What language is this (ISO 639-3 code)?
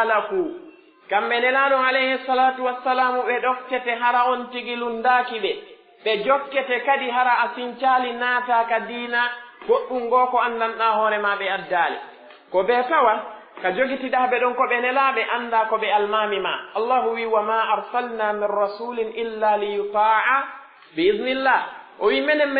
fuf